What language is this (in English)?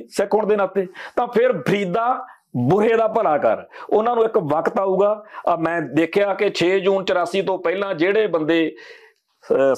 Punjabi